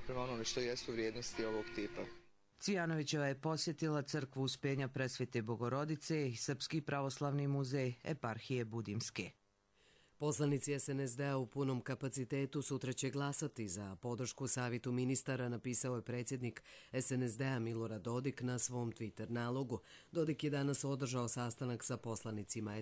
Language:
Croatian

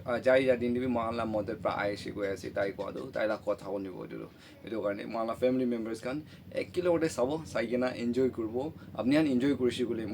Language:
Naga Pidgin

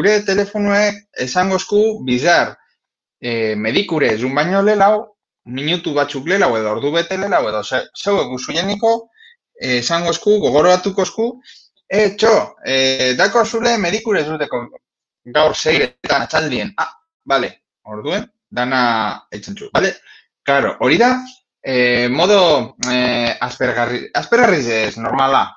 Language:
Basque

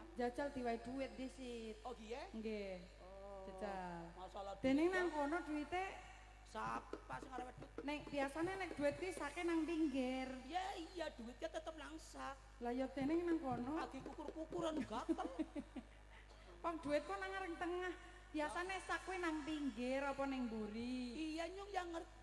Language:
Javanese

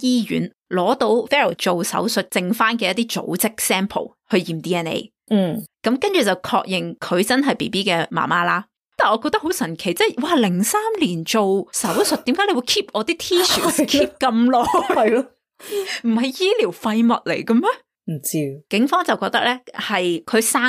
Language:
Cantonese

